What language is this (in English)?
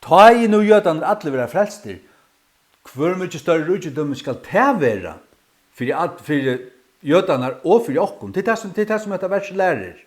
Faroese